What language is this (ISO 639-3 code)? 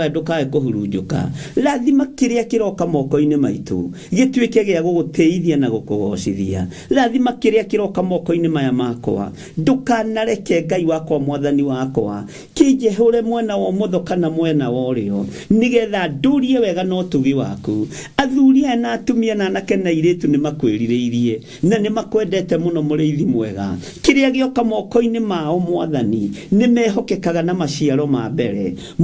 kik